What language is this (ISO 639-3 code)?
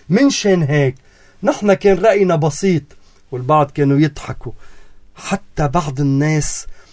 apc